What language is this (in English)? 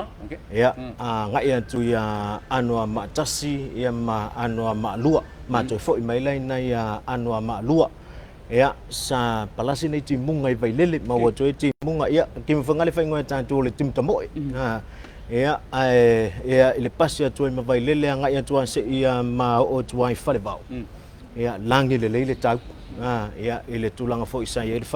Samoan